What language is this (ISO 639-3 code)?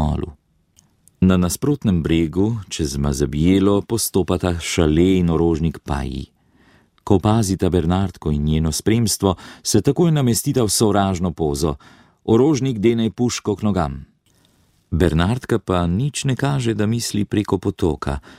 slv